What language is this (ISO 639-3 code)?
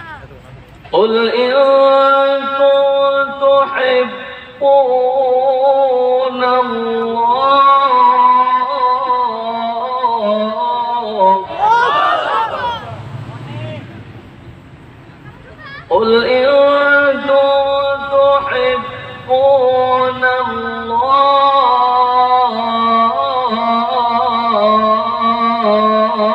ben